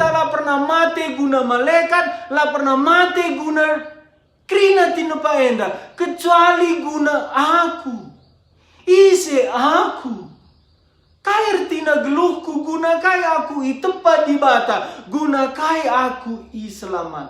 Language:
Batak Karo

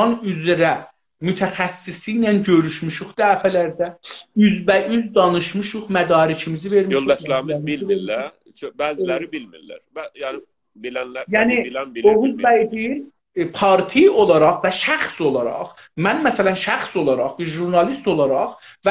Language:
South Azerbaijani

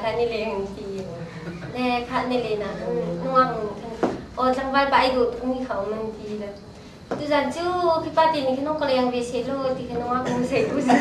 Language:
Hakha Chin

